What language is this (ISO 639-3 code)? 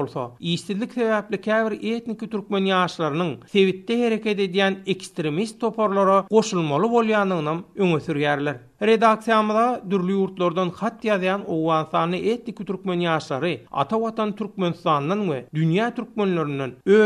tuk